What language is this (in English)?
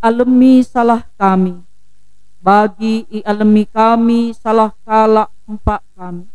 Batak Karo